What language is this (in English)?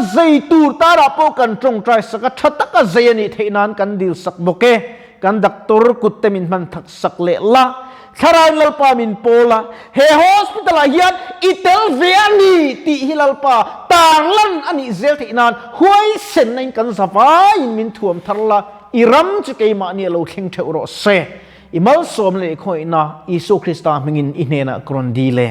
Mizo